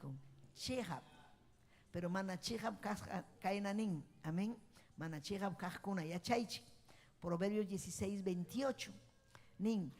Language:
Ayacucho Quechua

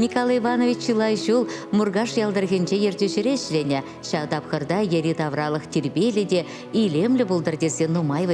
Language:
Chuvash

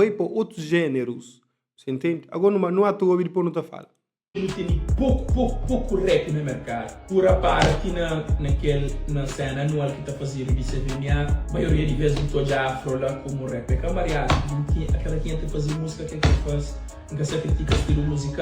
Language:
Kabuverdianu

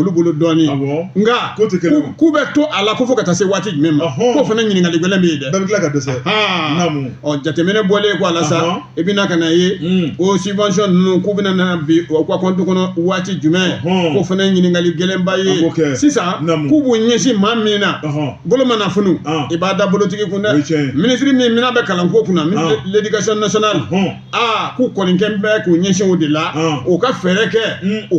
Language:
Bambara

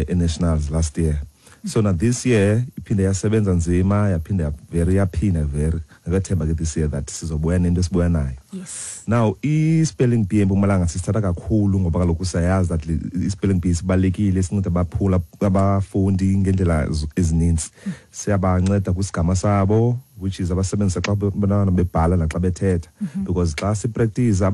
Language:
Xhosa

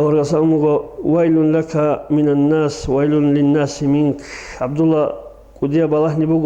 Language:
Avaric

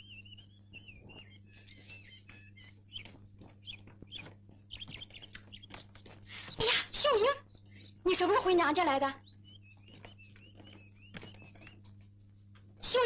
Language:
Chinese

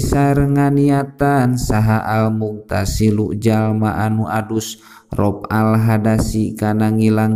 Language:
Sundanese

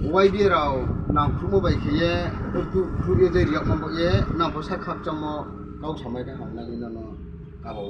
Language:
Riang (India)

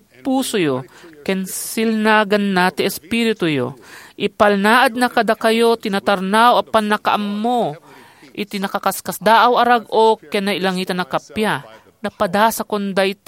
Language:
Iloko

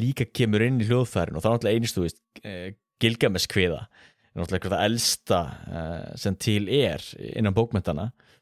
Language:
Icelandic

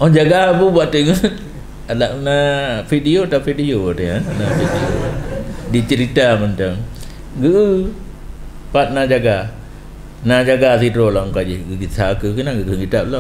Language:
Achinese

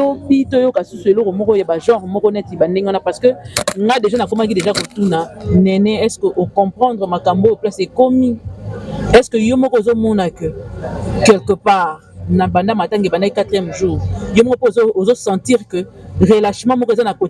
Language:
Lingala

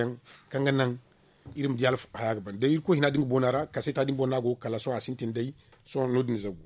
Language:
Zarma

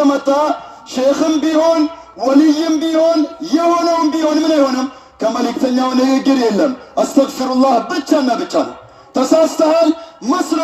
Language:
Amharic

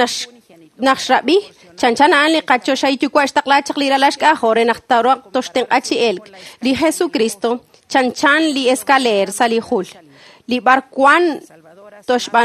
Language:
Kekchí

